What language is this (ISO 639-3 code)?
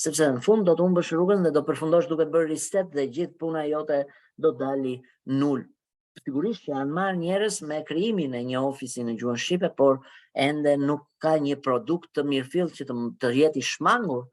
sqi